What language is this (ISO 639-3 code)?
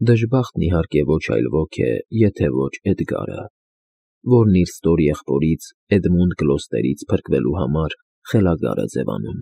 hye